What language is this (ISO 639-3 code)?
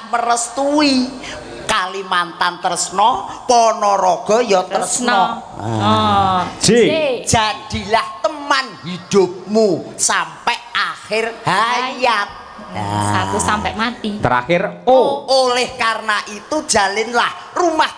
jav